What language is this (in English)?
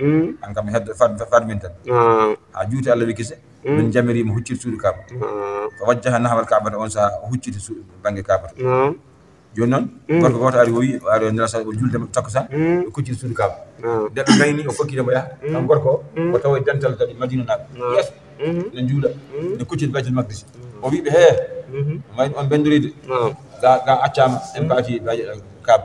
Fula